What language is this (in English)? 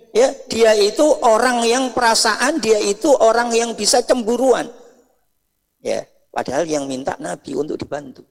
Indonesian